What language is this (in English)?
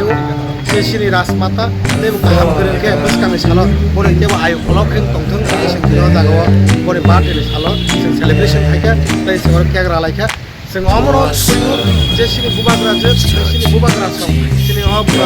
Kok Borok